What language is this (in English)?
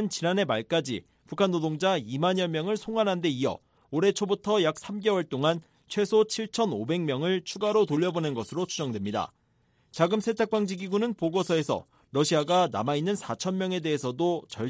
Korean